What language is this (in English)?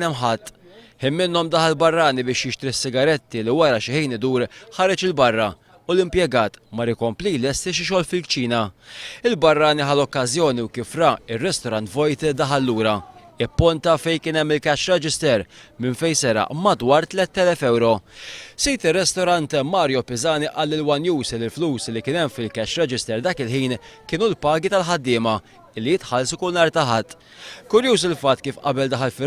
Maltese